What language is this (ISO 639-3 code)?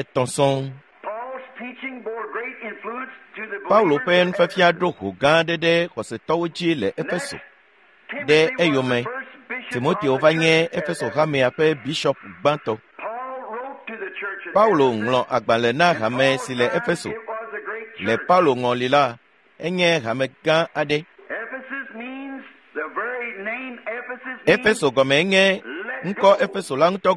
ewe